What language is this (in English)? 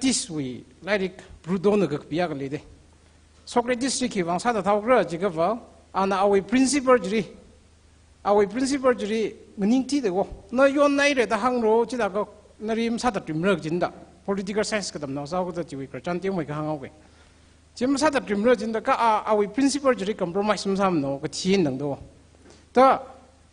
Tangkhul Naga (India)